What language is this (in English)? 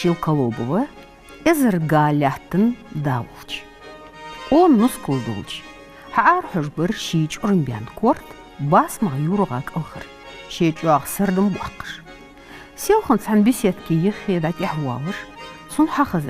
Ingush